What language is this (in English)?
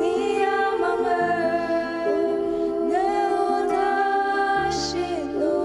Ao Naga